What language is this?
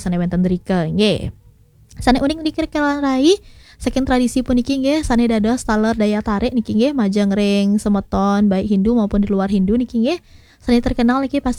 Balinese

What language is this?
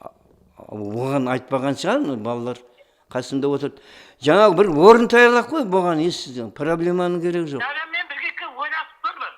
Kara-Kalpak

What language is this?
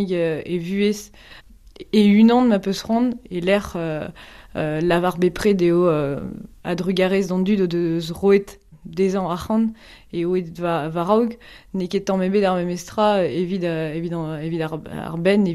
Breton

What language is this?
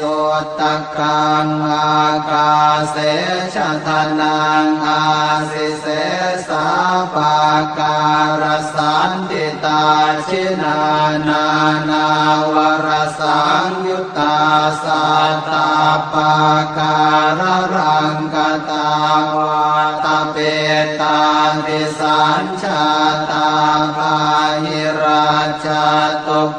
Pali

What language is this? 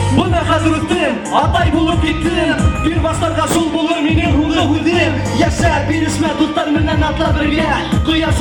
Bashkir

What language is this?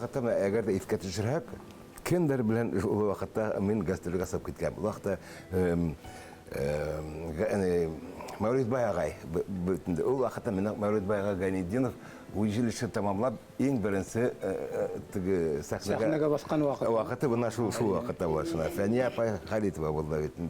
Bashkir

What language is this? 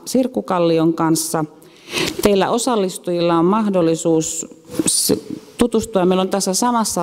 Finnish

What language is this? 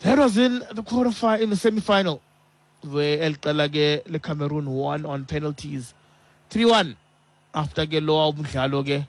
Xhosa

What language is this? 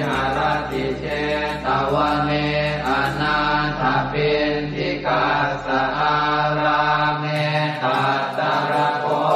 Pali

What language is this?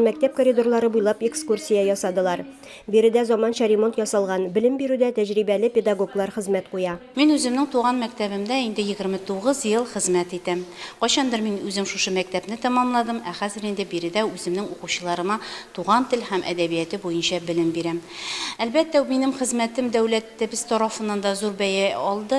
Tatar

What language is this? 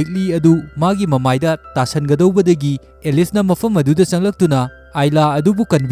Manipuri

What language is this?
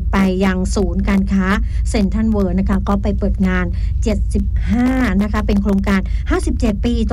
Thai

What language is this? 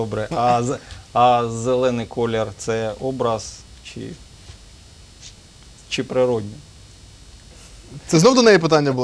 Ukrainian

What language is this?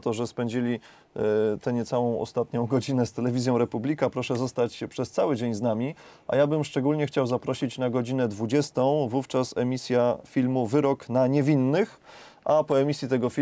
Polish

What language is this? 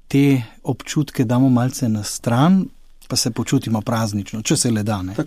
Slovenian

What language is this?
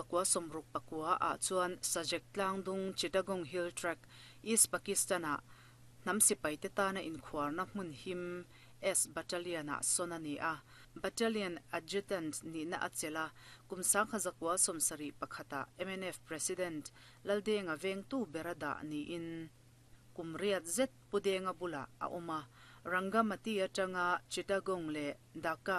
Mizo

